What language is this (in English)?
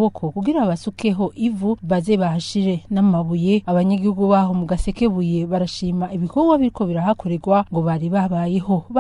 Rundi